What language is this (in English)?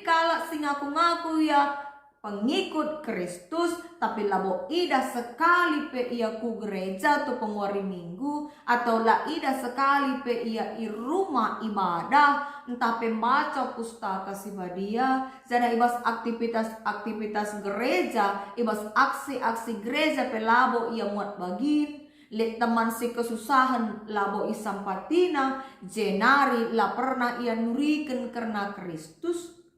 Batak Karo